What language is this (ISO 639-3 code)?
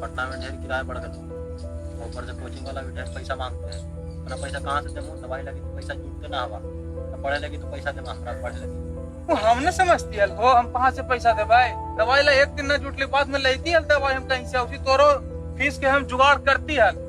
mag